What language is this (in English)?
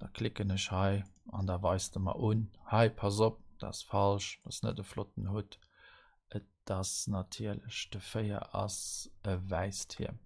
Luxembourgish